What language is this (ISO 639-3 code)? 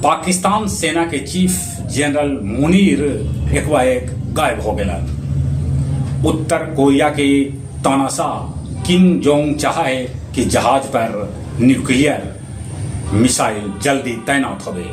mag